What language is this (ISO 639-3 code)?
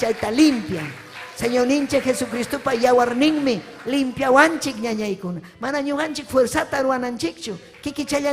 quy